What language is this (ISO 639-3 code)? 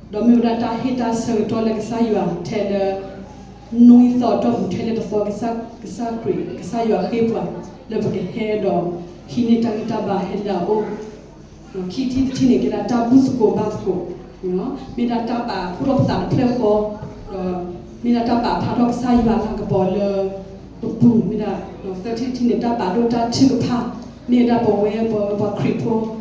ksw